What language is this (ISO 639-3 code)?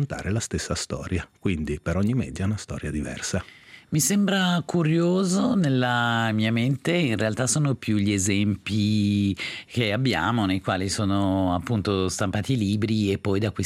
ita